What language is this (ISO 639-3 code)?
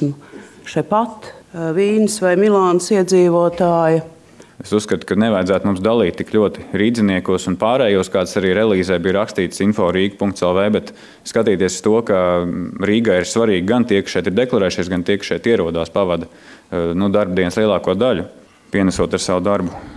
lav